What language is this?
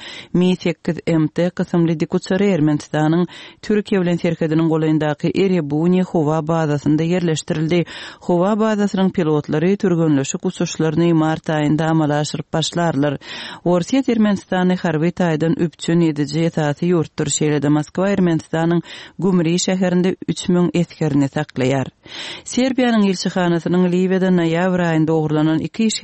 Turkmen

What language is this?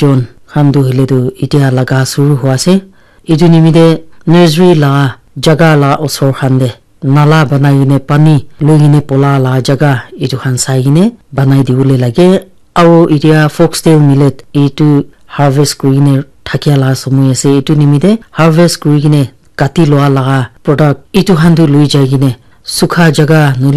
Naga Pidgin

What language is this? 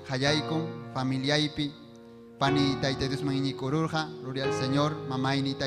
Ayacucho Quechua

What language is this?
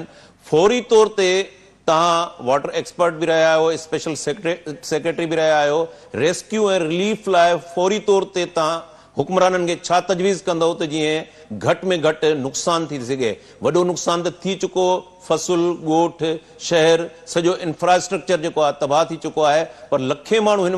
Sindhi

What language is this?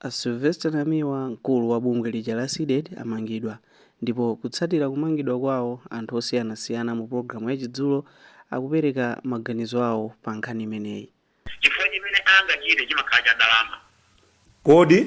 Nyanja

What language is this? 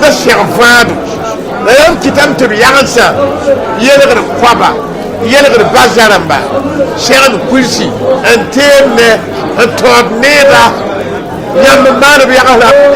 Mossi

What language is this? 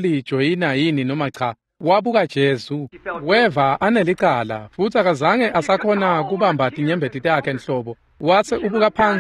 Swati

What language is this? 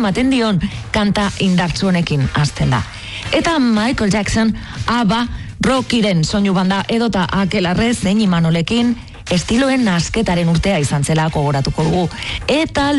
Basque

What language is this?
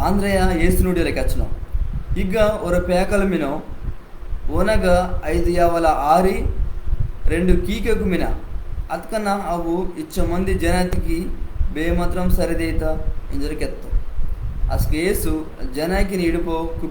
Koya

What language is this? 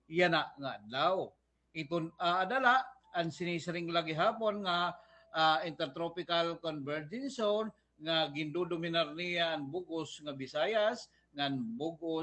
Waray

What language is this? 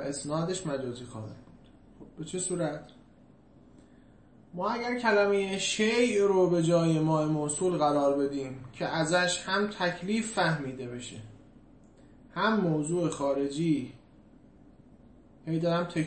Persian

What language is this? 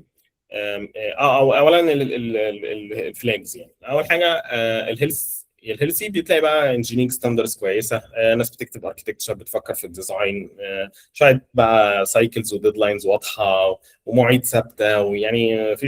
Egyptian Arabic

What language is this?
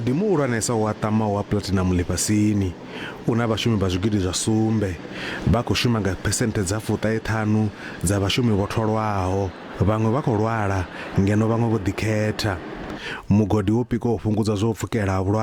Venda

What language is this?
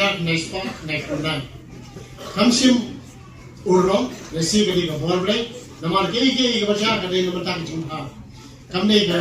Khasi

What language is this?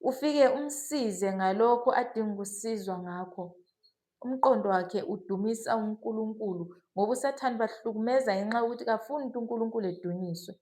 Zulu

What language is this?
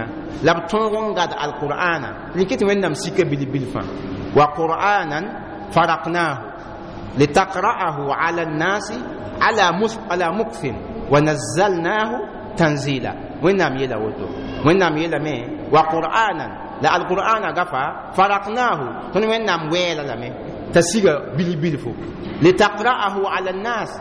Mossi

